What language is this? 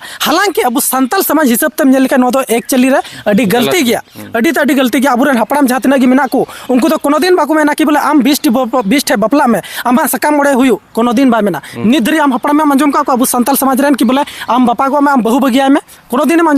Santali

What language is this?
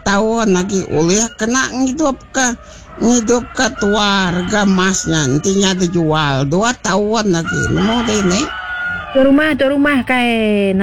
Iban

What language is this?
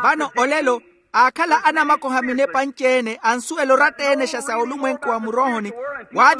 Makhuwa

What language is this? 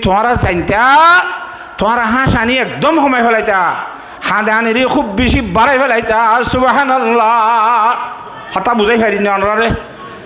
Rohingya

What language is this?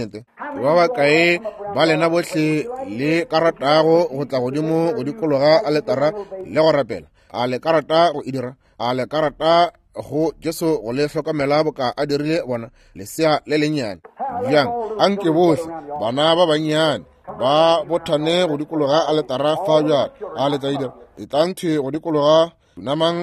Northern Sotho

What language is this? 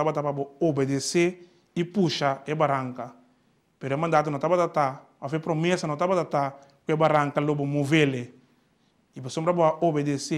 Papiamento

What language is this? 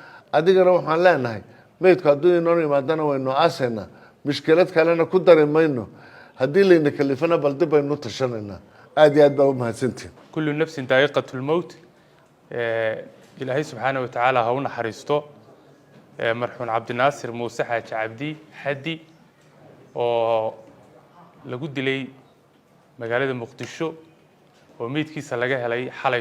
Somali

